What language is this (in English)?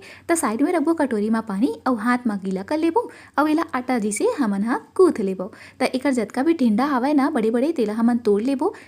Chhattisgarhi